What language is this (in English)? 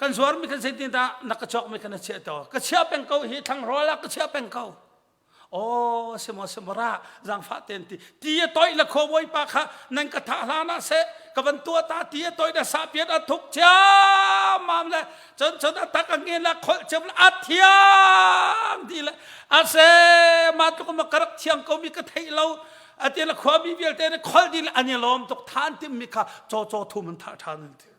Hakha Chin